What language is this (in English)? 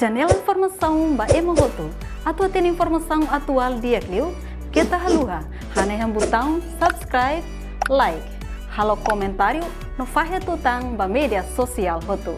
Tetum